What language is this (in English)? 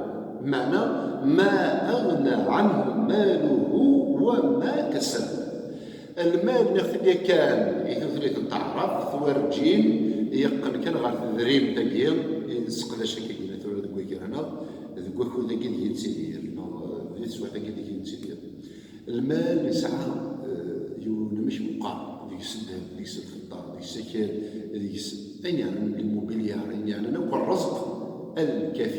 Kabyle